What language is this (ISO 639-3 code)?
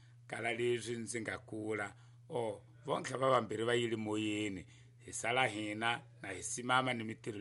tso